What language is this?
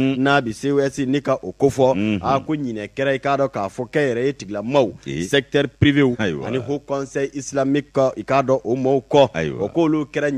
Bambara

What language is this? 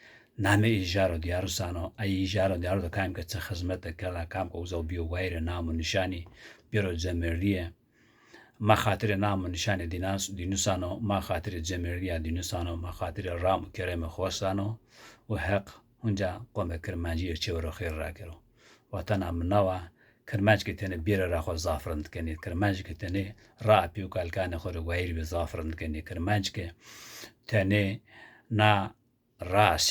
Zaza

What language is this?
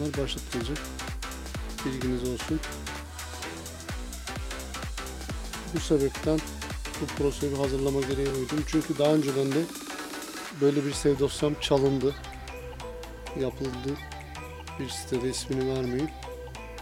Turkish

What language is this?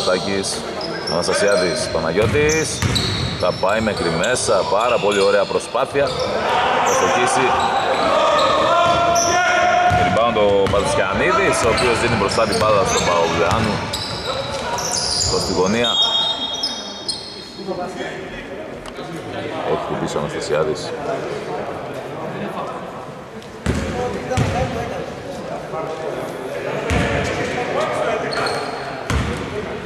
Greek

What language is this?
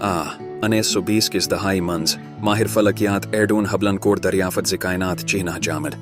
Kashmiri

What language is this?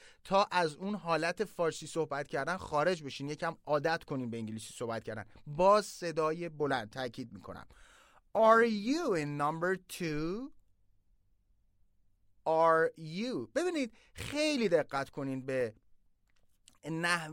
Persian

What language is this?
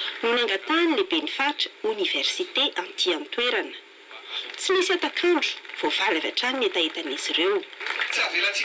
Malagasy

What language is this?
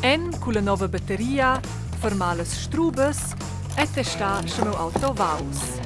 Romansh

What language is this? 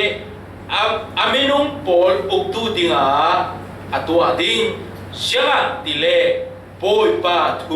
Falam Chin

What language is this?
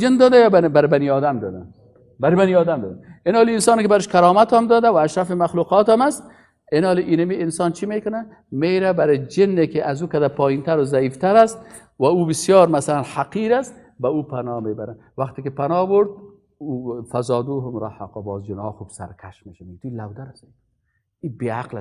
Persian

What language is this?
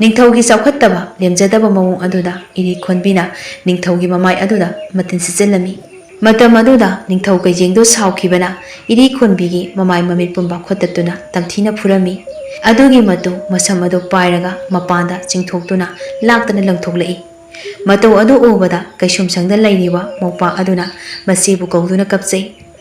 Manipuri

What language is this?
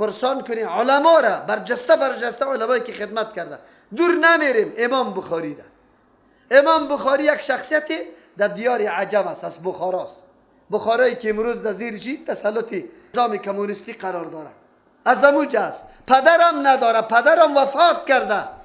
Persian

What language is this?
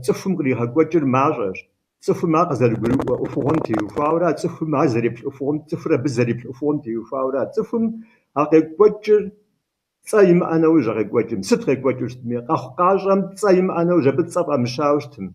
Kabardian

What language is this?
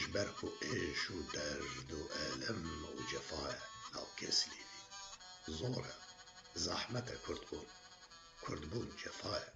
Kurdish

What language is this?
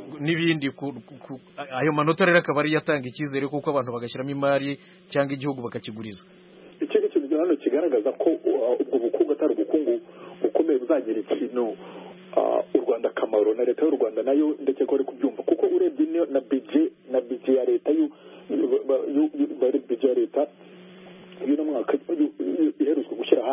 Kinyarwanda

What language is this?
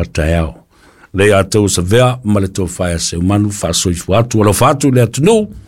Samoan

